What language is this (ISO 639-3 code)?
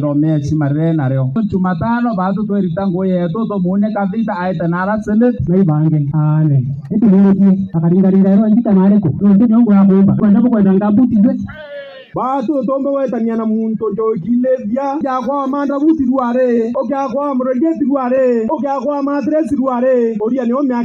mer